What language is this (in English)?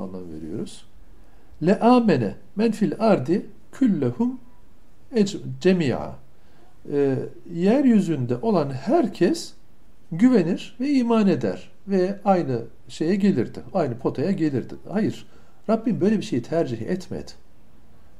Turkish